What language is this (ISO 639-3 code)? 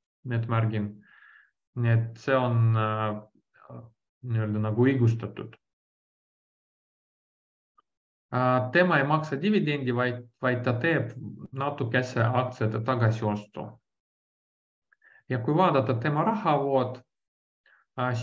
est